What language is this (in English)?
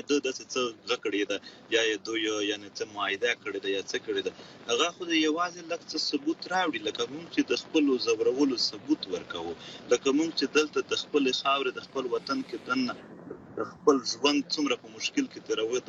Pashto